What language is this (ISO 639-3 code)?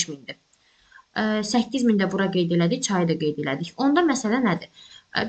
aze